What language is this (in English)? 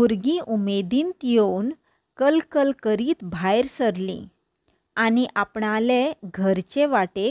Konkani